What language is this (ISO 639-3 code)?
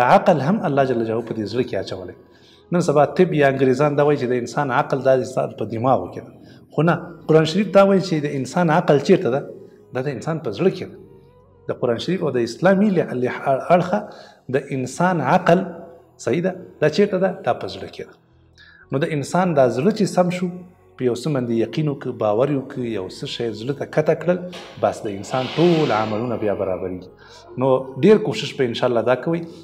pus